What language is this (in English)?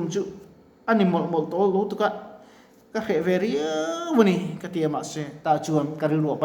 Mizo